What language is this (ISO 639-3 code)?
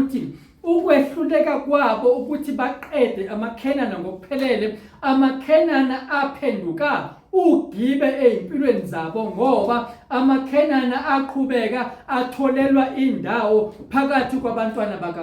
zul